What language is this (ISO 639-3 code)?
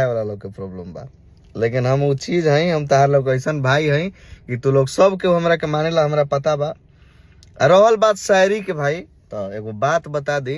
bho